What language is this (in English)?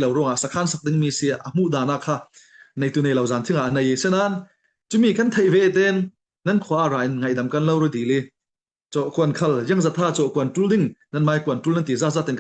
Hakha Chin